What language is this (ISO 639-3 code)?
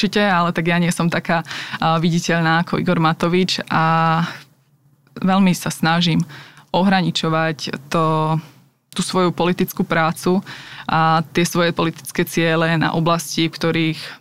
slk